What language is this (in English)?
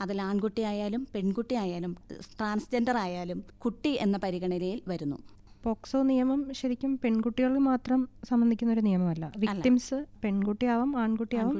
Malayalam